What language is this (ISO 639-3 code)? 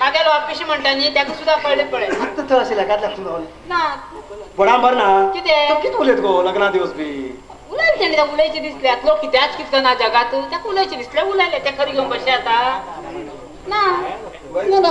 kok